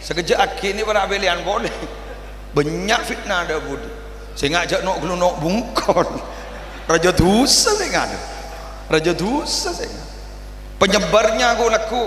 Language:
Madurese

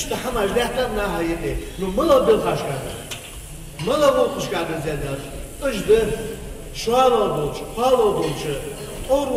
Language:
Ingush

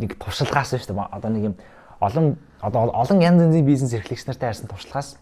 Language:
Mongolian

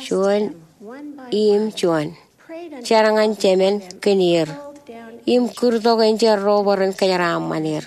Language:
Marshallese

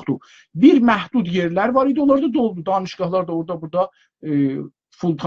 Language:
South Azerbaijani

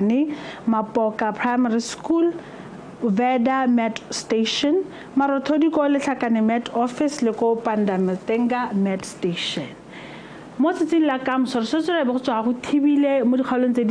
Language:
Tswana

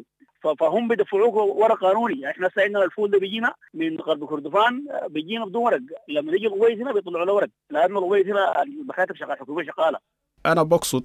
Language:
Sudanese Arabic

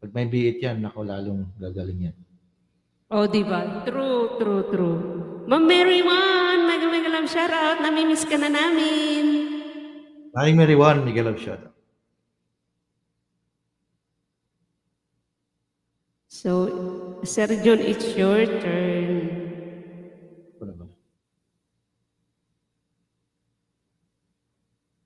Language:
Filipino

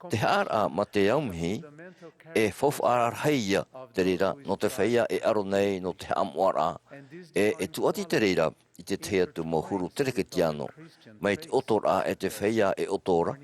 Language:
Tahitian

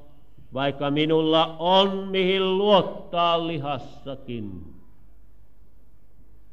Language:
Finnish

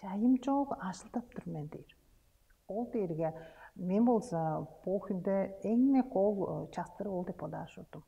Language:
Tuvinian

